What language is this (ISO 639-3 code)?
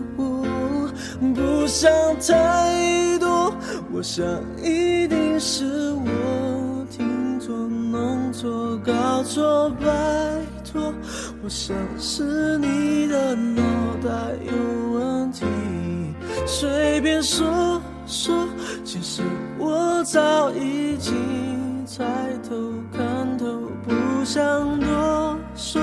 zho